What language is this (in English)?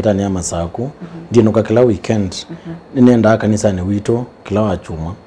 Kamba